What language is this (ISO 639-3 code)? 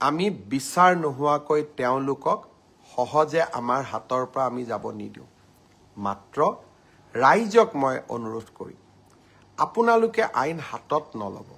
asm